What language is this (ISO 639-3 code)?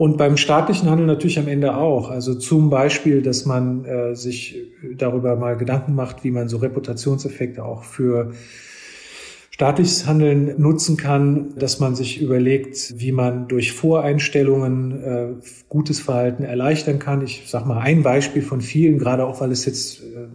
deu